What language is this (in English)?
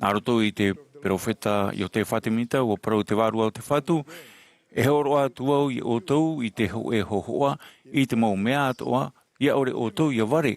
Tahitian